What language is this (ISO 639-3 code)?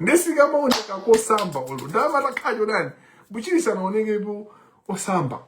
nya